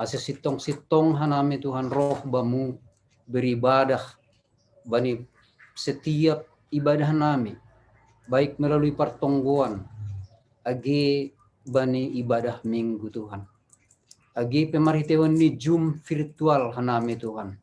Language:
Batak Simalungun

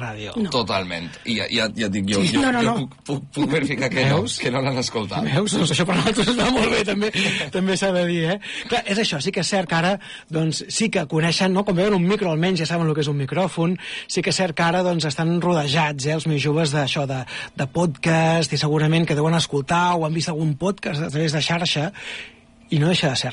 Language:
Catalan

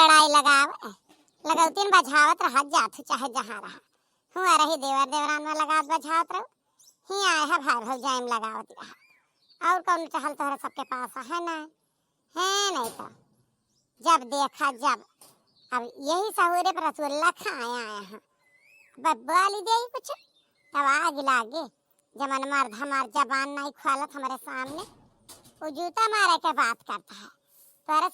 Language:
Awadhi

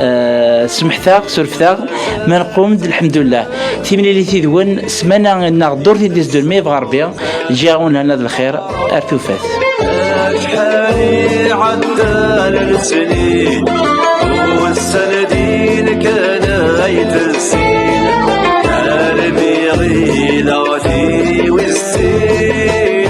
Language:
Kabyle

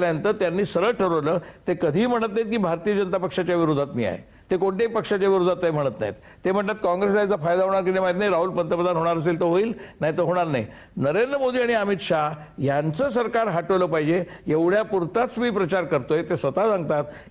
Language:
Marathi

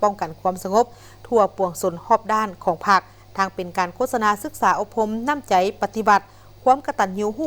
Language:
Lao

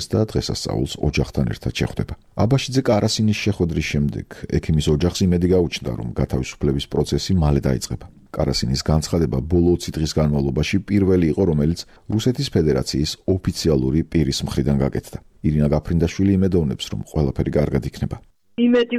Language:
Georgian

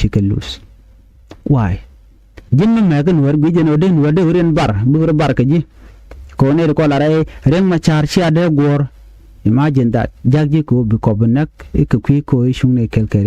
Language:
Nuer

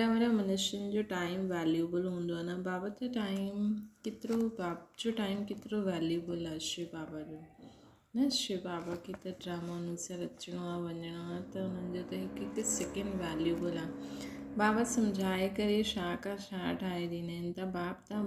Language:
Sindhi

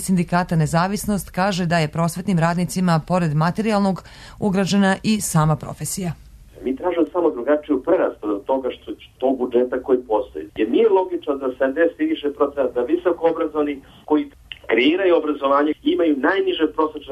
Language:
Serbian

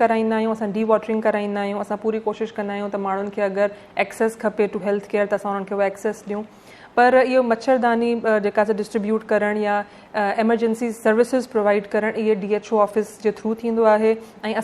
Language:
Sindhi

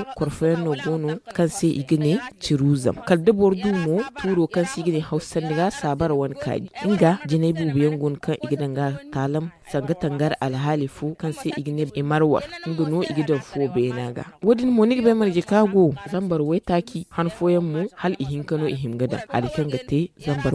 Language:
Zarma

